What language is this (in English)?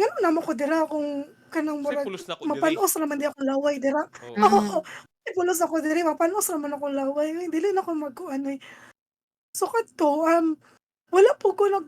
Cebuano